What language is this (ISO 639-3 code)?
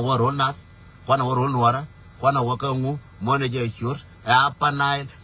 nus